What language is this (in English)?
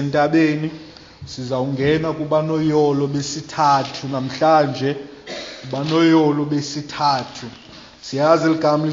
Xhosa